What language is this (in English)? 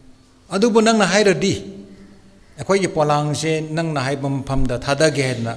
Tangkhul Naga (India)